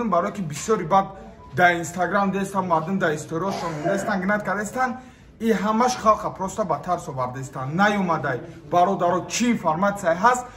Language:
Tajik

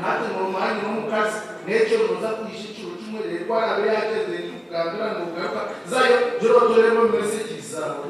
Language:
Nyankole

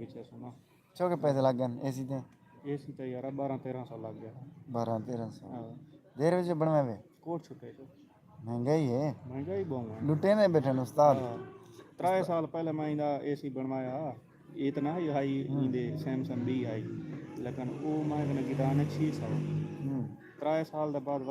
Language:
Saraiki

